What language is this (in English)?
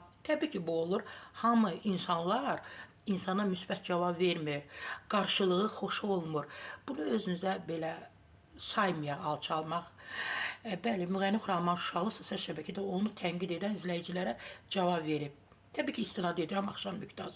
Azerbaijani